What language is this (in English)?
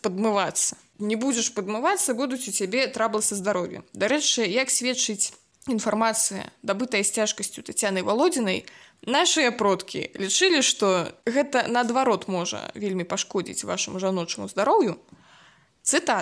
Belarusian